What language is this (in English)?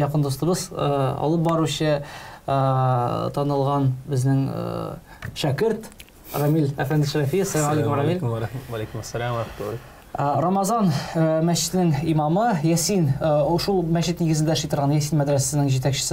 Tatar